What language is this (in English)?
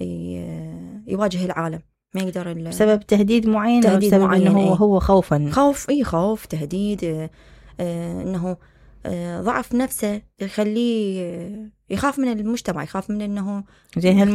Mesopotamian Arabic